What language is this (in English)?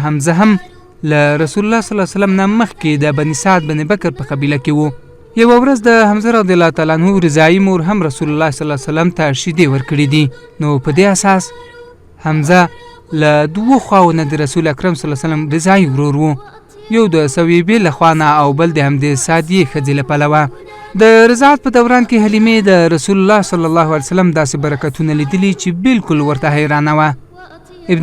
Pashto